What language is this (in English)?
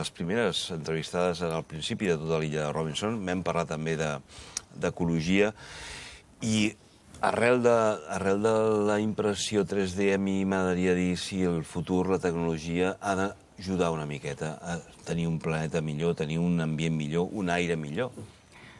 Catalan